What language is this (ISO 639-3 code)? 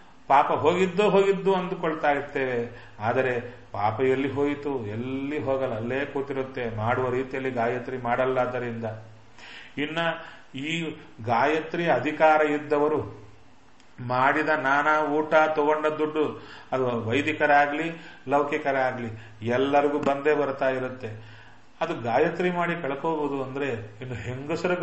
kan